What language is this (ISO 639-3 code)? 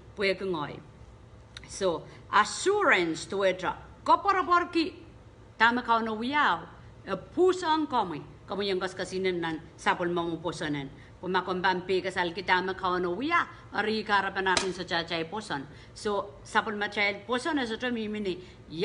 pon